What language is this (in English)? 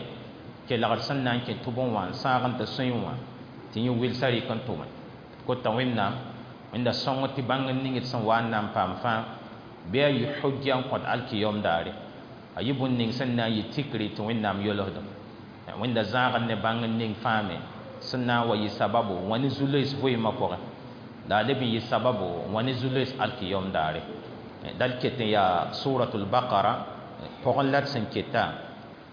Mossi